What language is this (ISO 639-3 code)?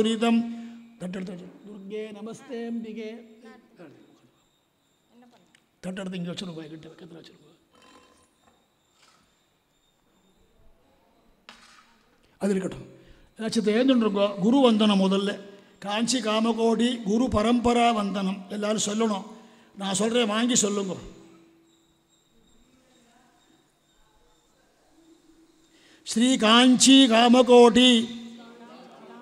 tam